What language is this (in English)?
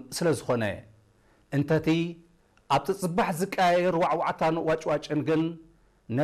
Tigrinya